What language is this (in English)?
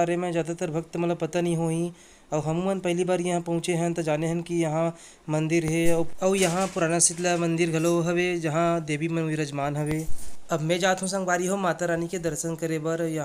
Chhattisgarhi